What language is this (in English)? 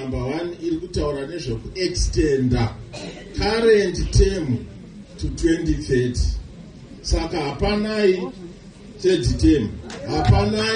Shona